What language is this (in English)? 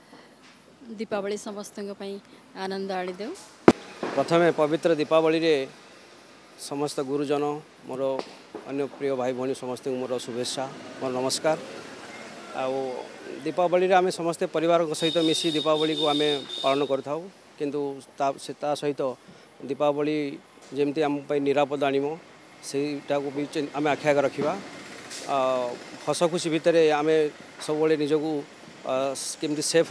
Odia